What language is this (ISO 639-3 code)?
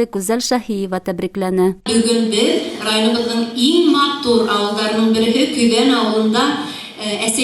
bak